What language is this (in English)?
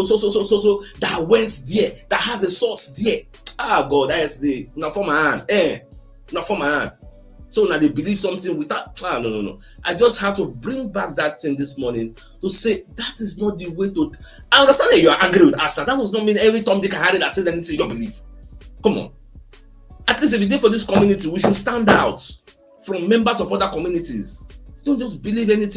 Nigerian Pidgin